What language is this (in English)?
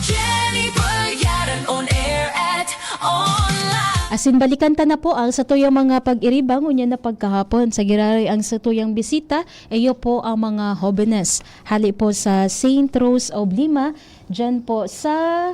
Bikol